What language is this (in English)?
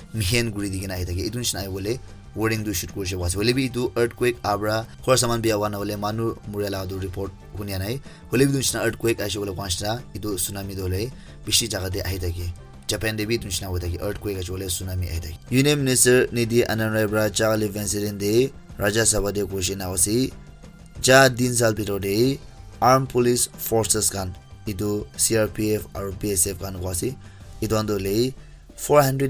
Naga Pidgin